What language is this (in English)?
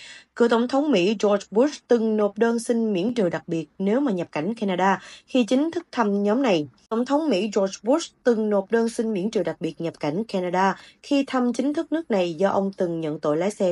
Vietnamese